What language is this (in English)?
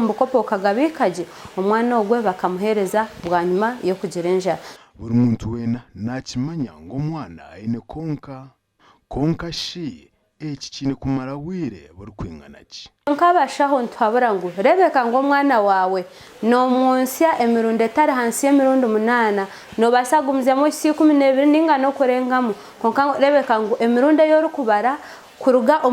Nyankole